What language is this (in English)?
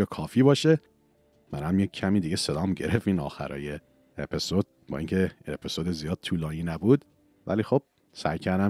Persian